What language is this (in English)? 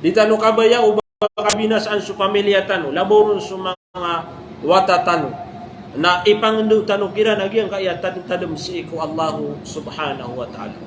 Maranao